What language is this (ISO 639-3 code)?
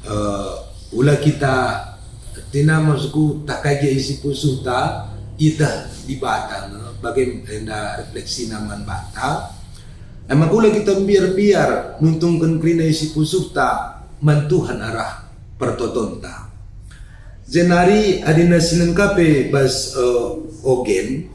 btx